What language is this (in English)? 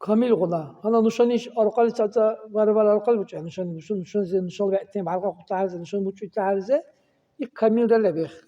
Dargwa